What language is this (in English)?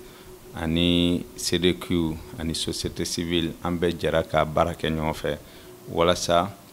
Bambara